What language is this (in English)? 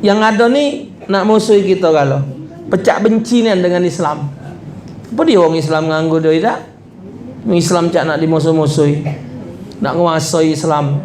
Musi